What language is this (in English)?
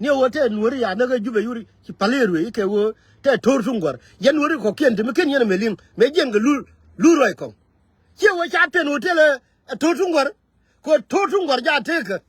Nuer